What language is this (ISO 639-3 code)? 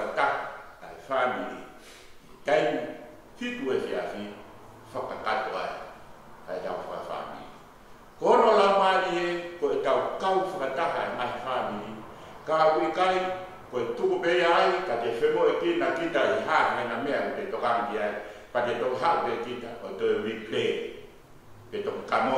ton